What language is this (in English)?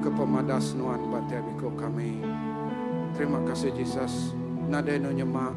Iban